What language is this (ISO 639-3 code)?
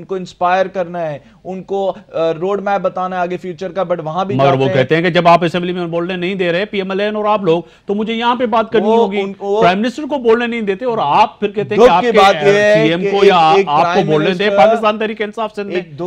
urd